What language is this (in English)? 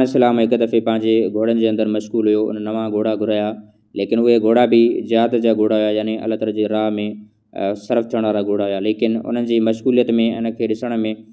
Sindhi